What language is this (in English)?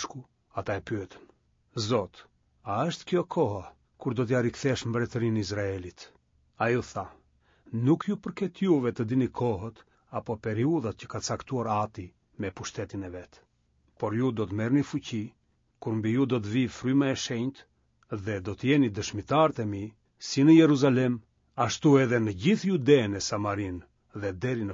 Albanian